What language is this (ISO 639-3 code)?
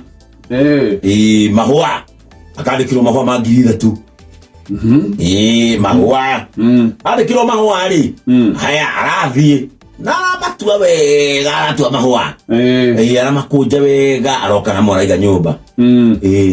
kik